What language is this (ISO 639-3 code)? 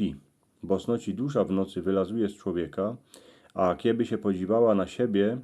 szl